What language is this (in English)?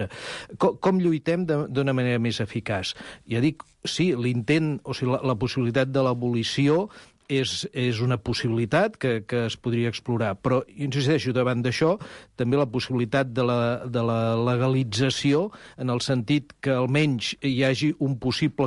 Catalan